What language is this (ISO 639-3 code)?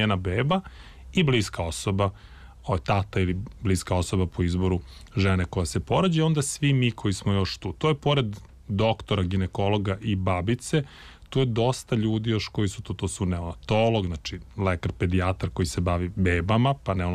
srp